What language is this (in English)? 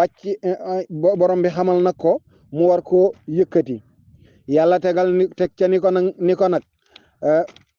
Wolof